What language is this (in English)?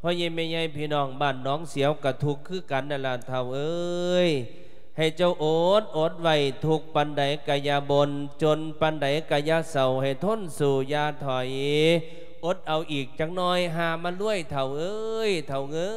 Lao